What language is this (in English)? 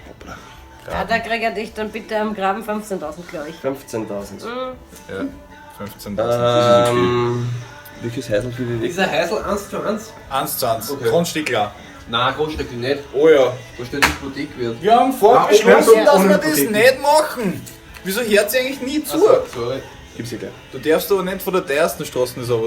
Bavarian